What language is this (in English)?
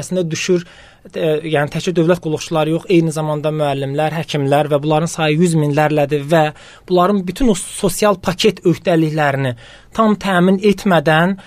Azerbaijani